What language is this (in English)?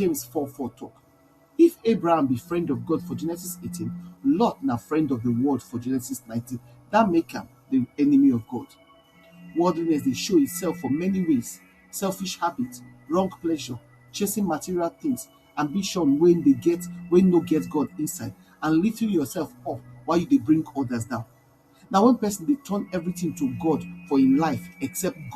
Nigerian Pidgin